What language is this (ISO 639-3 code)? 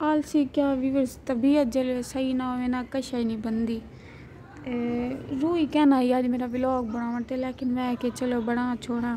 skr